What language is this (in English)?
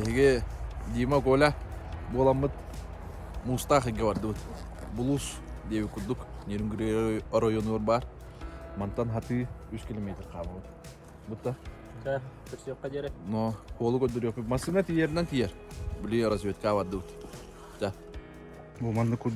Yakut